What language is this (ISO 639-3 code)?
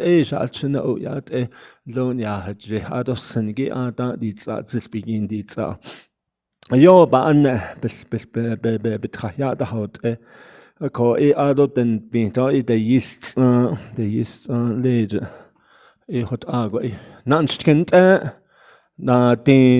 nav